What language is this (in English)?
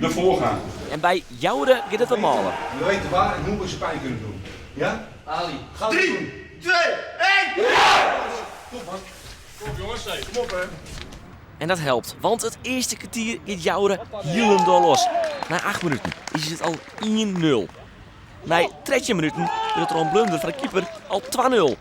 Western Frisian